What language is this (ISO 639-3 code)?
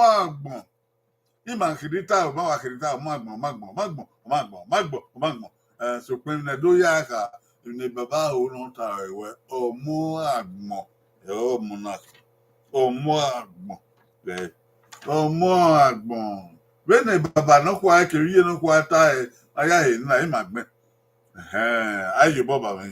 bin